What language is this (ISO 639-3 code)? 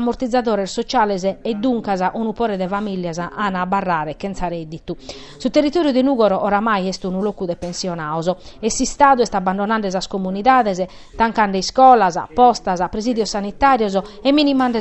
srd